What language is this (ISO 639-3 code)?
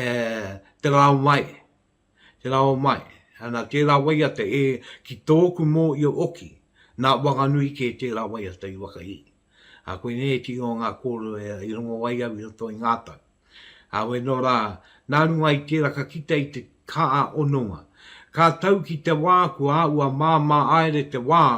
mri